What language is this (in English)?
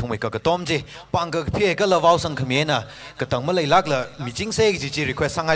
Tangkhul Naga (India)